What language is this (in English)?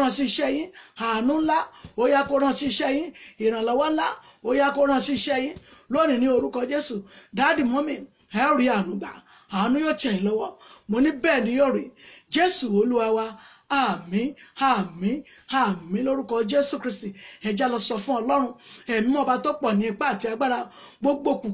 Yoruba